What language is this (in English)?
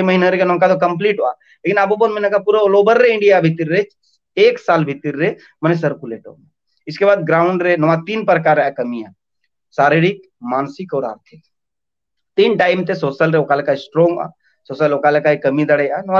Santali